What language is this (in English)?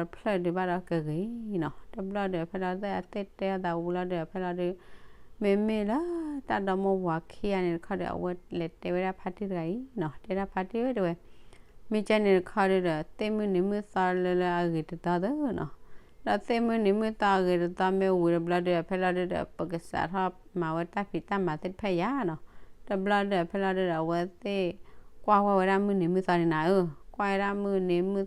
S'gaw Karen